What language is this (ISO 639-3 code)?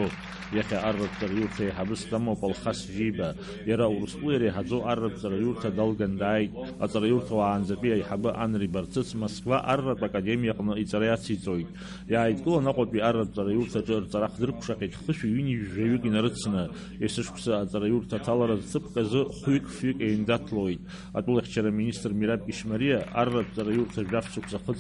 abk